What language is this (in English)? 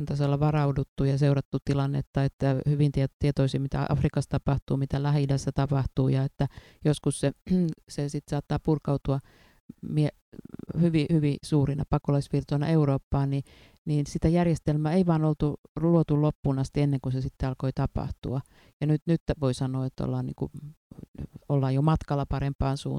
Finnish